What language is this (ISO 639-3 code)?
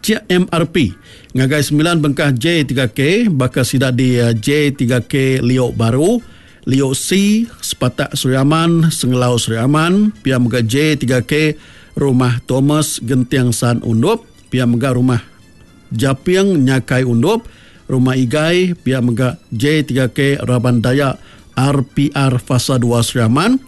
iba